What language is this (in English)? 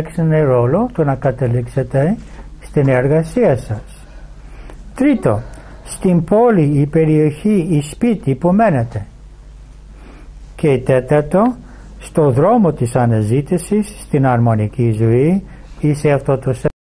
Greek